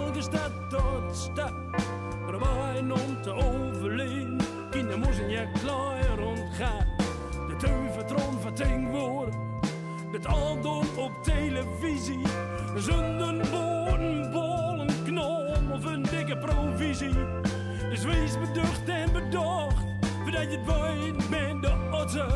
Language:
Gronings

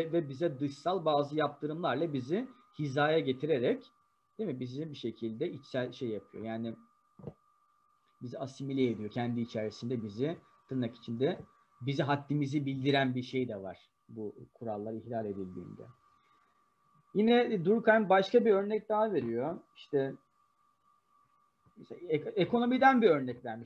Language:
Turkish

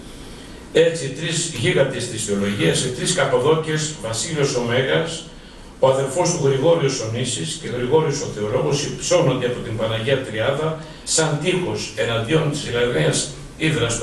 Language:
Greek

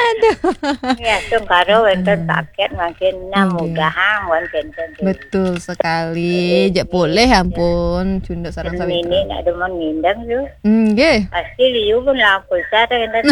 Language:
Balinese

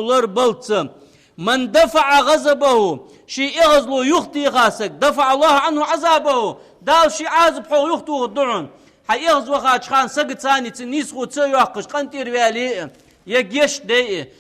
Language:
Ingush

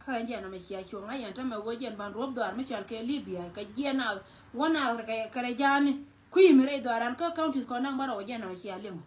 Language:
Nuer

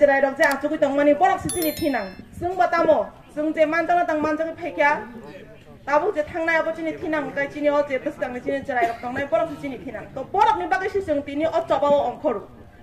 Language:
Kok Borok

